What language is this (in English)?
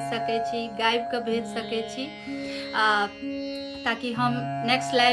Maithili